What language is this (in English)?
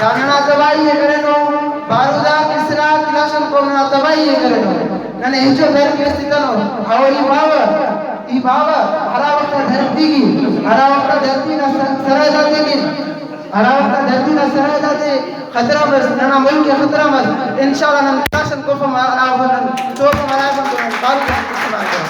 Brahui